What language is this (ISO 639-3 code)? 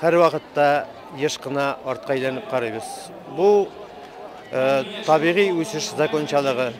tat